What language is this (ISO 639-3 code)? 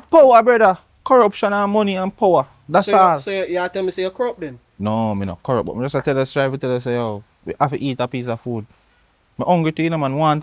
jam